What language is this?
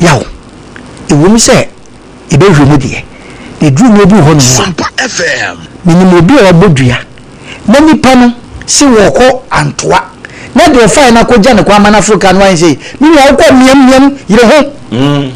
Akan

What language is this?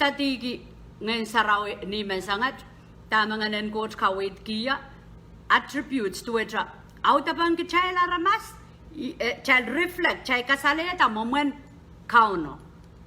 Pohnpeian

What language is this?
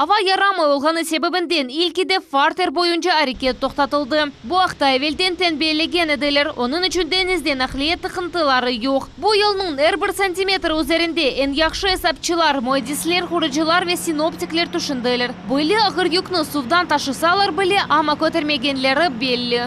Crimean Tatar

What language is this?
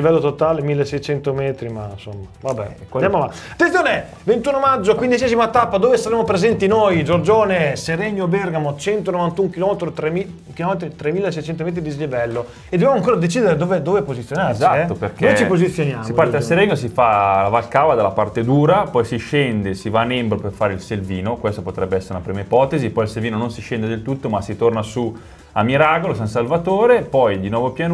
Italian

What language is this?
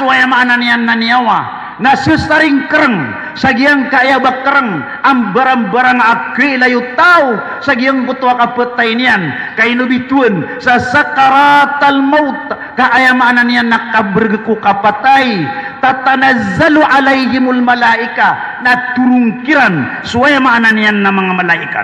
Maranao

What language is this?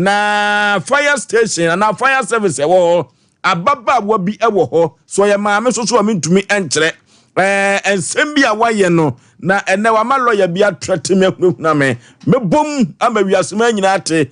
Akan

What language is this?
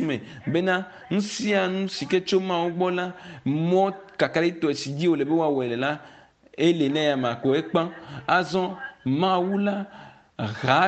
Ewe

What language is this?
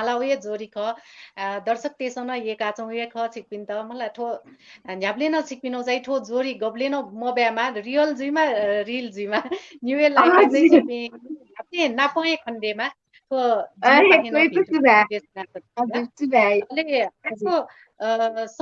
Newari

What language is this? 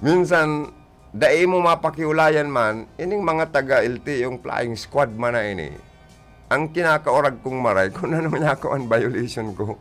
Bikol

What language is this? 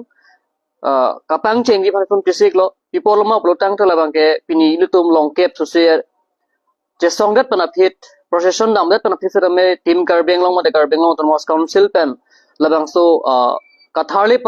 Karbi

